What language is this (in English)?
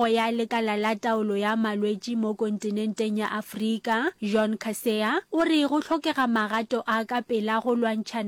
Northern Sotho